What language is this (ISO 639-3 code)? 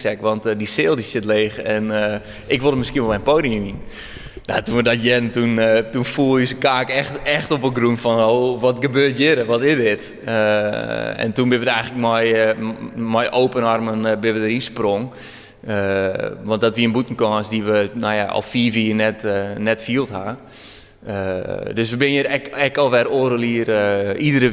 fry